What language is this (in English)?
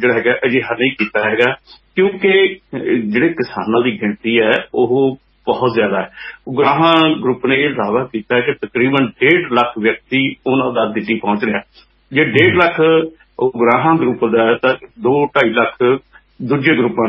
Punjabi